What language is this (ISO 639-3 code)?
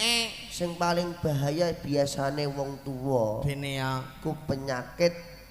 jav